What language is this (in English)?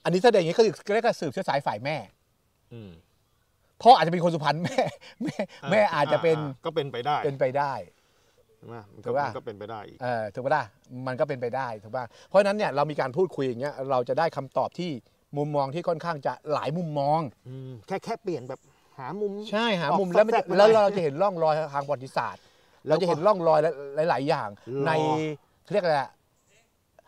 Thai